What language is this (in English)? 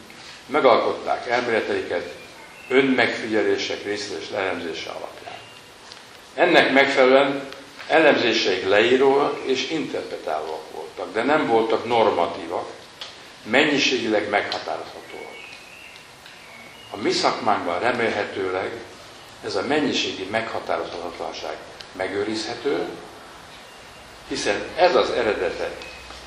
Hungarian